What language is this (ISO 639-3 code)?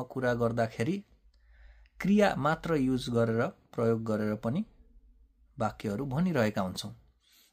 nep